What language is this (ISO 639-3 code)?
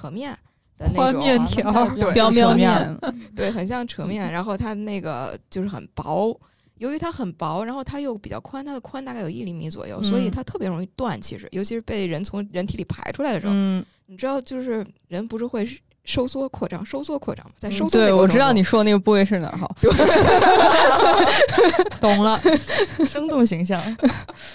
zho